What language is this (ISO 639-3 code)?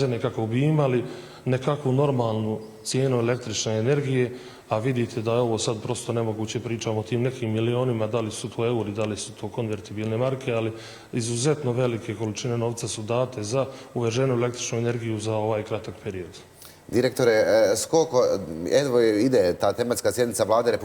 bos